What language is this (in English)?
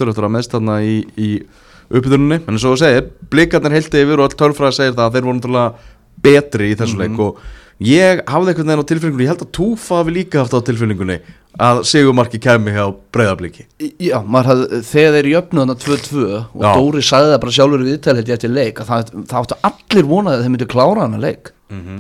Icelandic